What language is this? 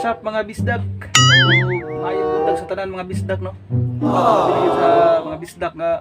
Cebuano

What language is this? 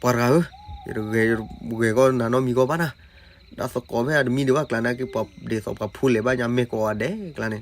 S'gaw Karen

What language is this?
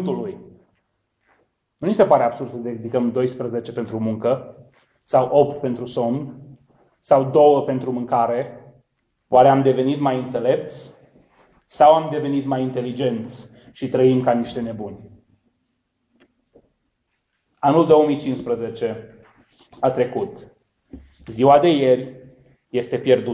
Romanian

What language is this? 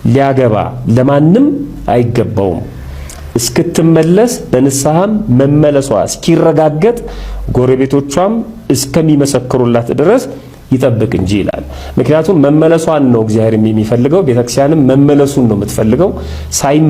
Amharic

